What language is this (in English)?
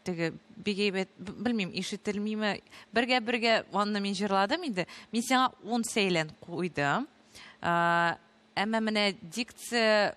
Tatar